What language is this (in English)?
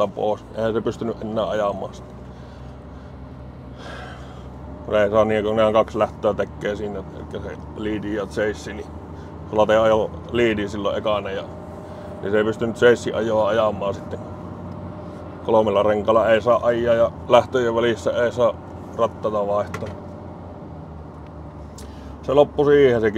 Finnish